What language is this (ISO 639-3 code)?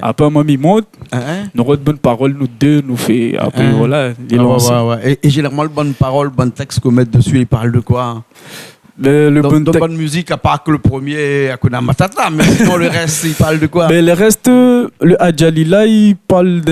rcf